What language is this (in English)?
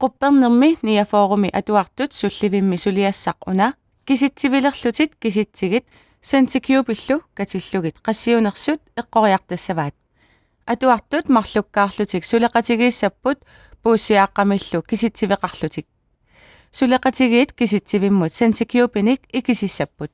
Kalaallisut